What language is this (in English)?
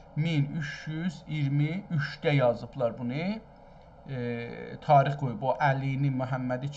South Azerbaijani